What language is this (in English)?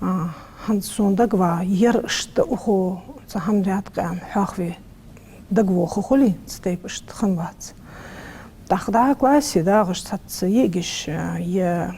Ingush